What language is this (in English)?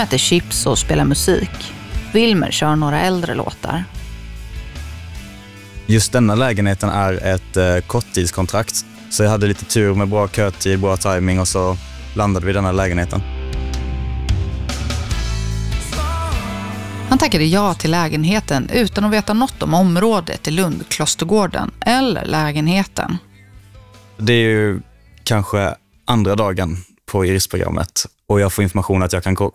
Swedish